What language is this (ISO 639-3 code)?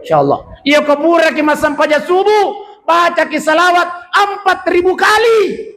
bug